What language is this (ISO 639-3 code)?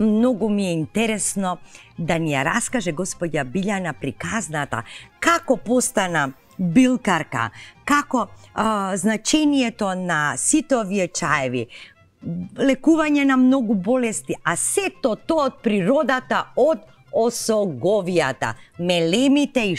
mkd